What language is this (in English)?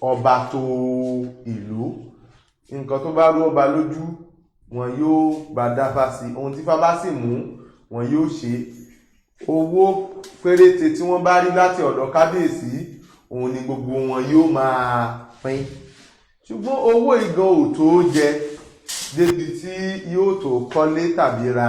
Yoruba